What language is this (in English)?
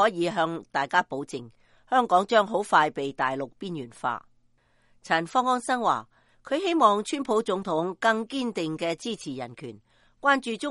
Cantonese